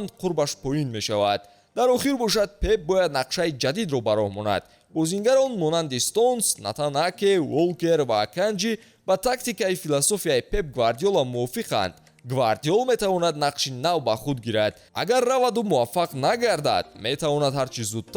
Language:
Tajik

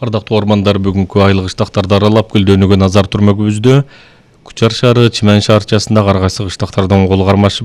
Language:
Kyrgyz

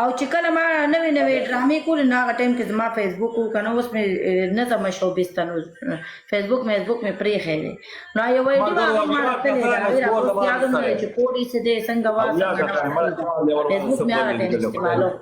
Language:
Pashto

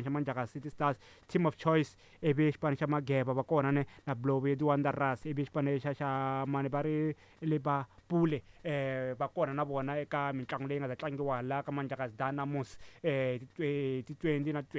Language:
Tsonga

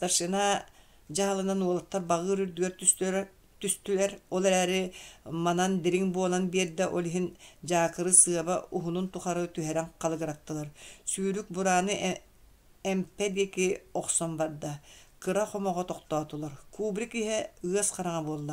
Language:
Yakut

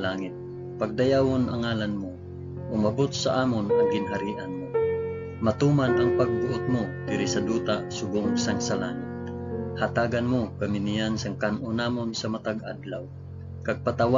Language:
Hiligaynon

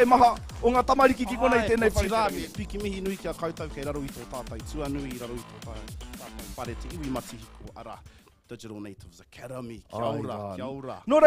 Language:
Māori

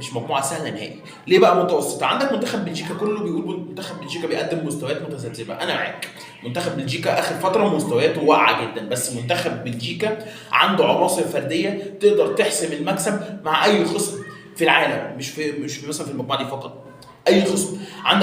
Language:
Egyptian Arabic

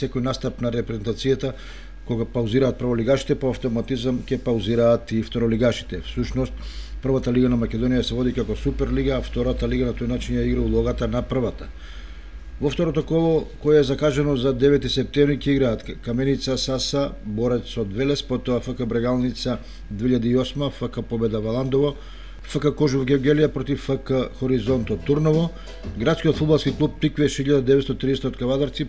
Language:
Macedonian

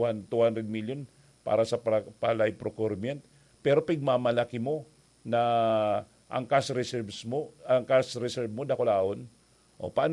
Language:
Bikol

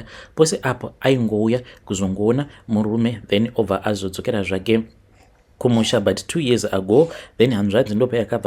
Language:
Shona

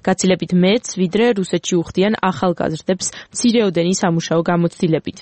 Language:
Georgian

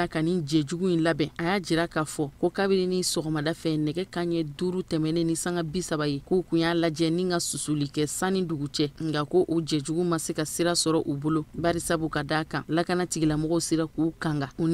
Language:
Bambara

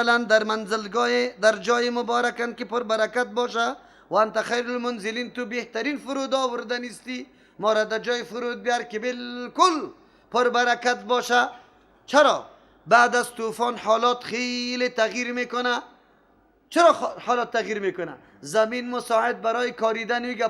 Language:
Persian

